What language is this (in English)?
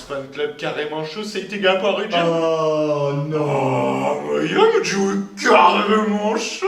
Breton